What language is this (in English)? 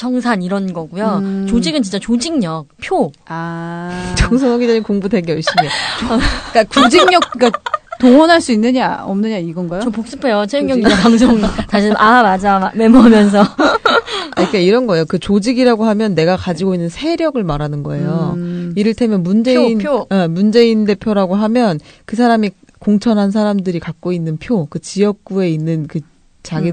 Korean